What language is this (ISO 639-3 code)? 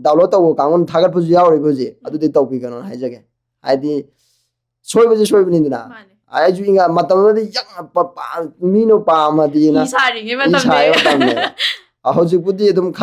mni